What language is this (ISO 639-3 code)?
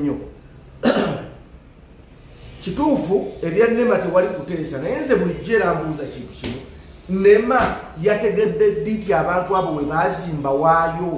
lug